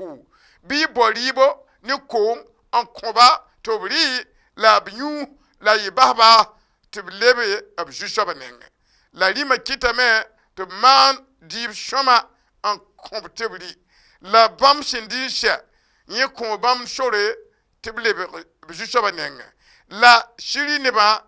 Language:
Mossi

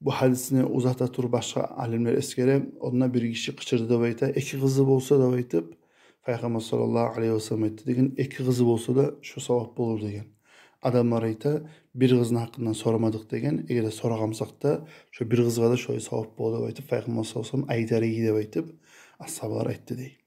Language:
Kumyk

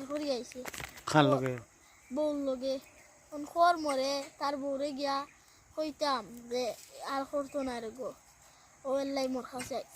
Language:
Sylheti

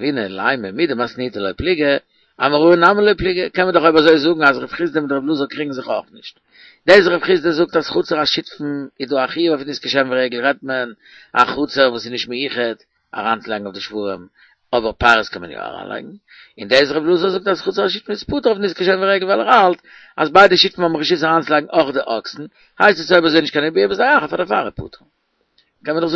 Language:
Yiddish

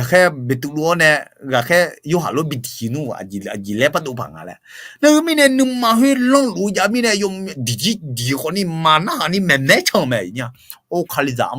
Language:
Akha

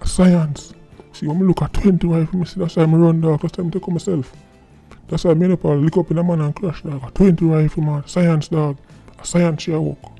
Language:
Jamaican Creole English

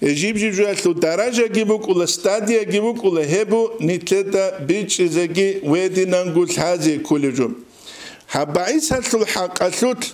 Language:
Avaric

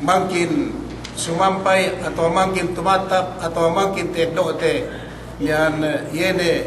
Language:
Yakan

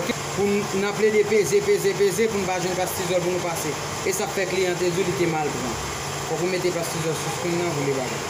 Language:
Haitian Creole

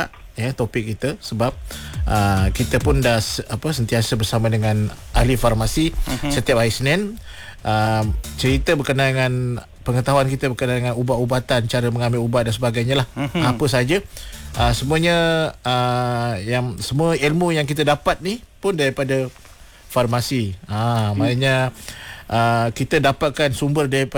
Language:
Malay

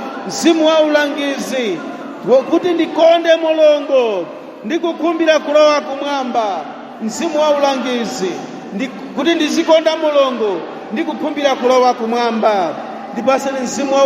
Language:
Nyanja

